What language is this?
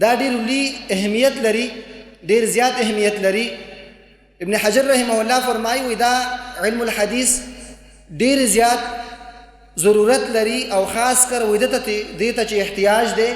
Pashto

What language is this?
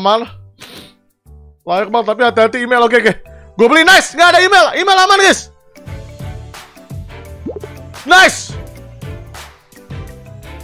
Indonesian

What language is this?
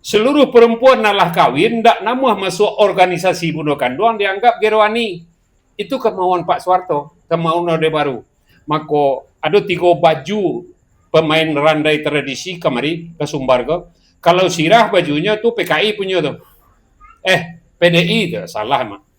Minangkabau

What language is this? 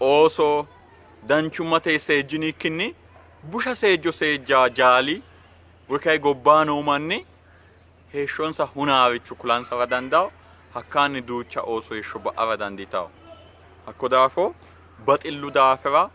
Sidamo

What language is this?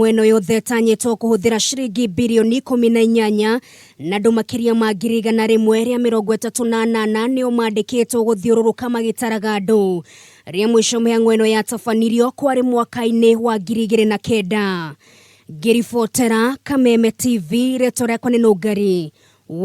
Kikuyu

